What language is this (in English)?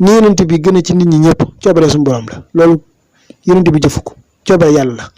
Wolof